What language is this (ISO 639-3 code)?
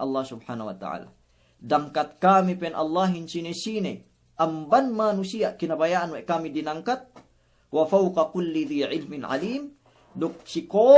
yka